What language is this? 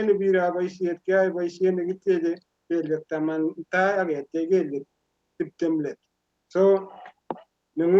Kalenjin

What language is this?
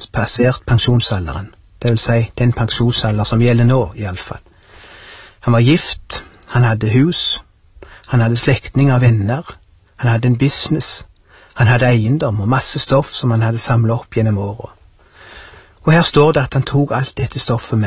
Norwegian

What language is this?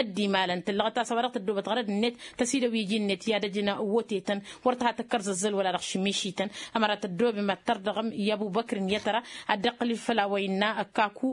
Tamasheq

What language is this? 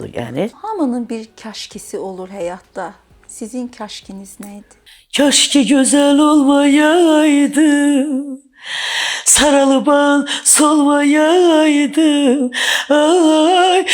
Azerbaijani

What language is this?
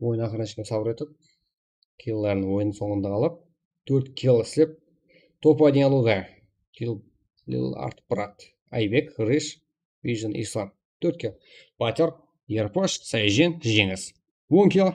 Kara-Kalpak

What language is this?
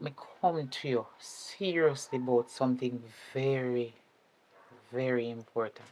Jamaican Creole English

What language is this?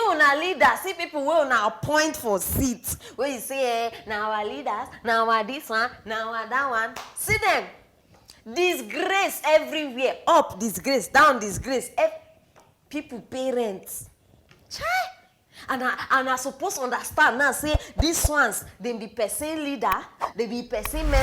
Nigerian Pidgin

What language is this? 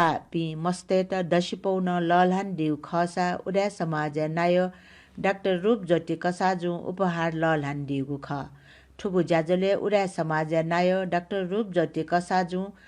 Newari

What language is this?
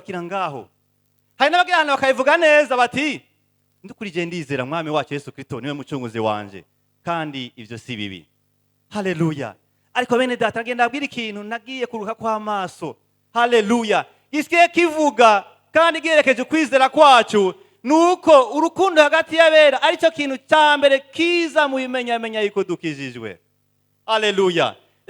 Rundi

